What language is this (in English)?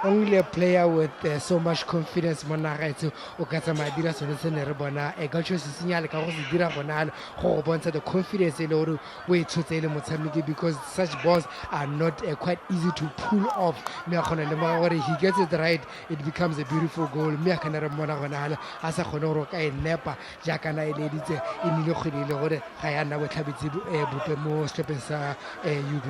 Tswana